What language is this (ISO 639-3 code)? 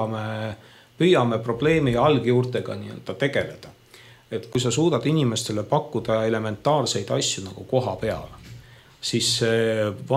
est